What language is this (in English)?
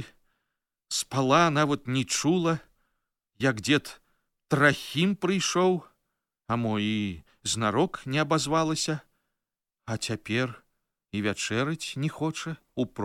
Belarusian